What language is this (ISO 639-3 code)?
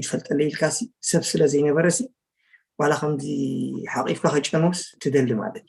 tir